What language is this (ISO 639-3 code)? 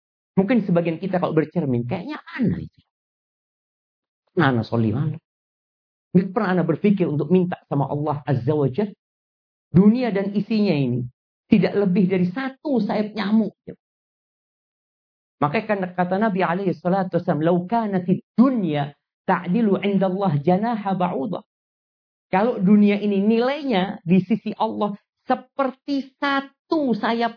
ind